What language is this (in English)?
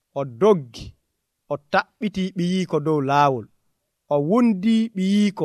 Nigerian Fulfulde